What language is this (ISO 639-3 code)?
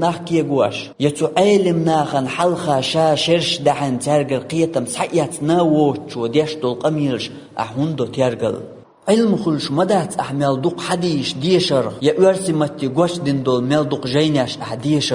che